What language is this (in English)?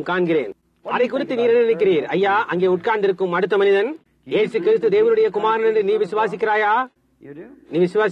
Tamil